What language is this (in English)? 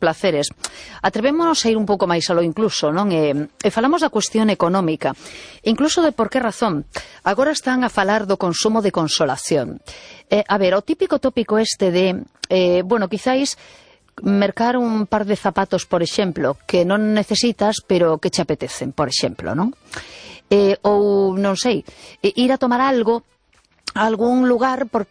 Galician